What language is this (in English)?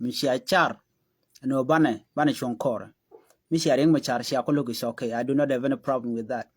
Nuer